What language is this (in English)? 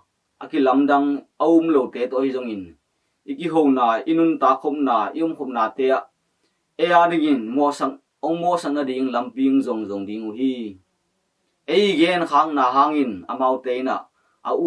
Tedim Chin